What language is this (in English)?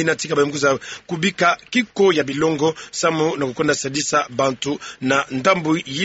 Kituba (Democratic Republic of Congo)